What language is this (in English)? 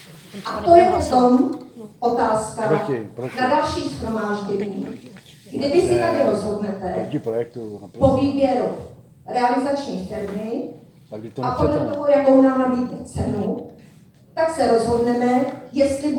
Czech